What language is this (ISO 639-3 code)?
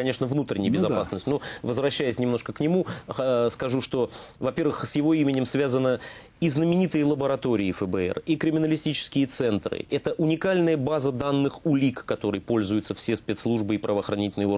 rus